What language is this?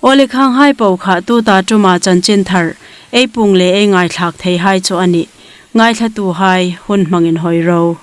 Hmar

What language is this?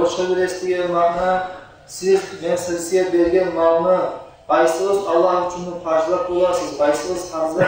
Kumyk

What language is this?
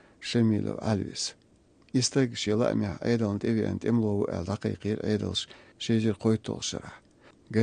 Chechen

